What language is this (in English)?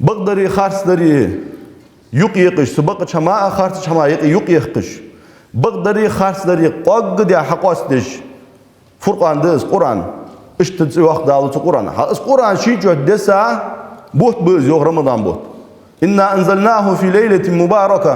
Ingush